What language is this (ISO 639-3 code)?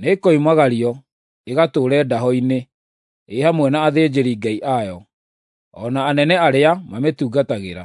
kik